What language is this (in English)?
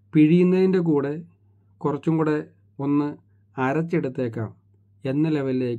Malayalam